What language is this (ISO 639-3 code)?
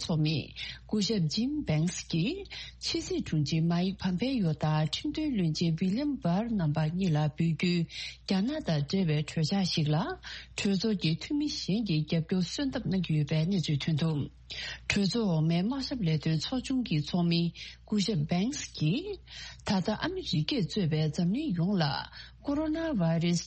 bod